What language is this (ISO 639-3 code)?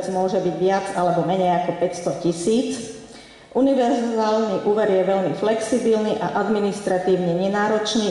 slk